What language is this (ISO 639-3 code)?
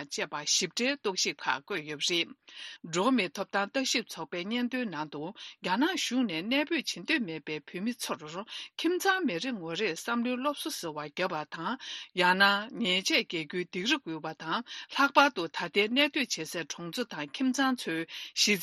bod